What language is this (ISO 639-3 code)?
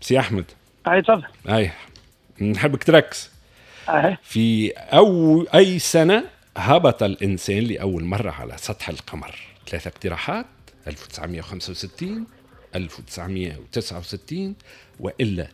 aeb